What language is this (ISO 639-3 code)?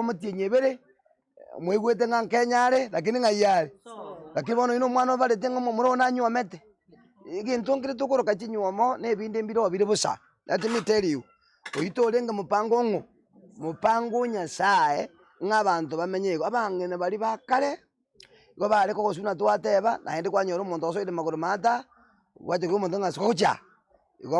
guz